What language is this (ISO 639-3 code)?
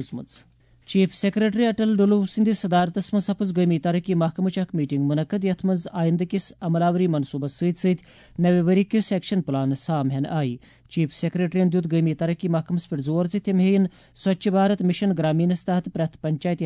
kas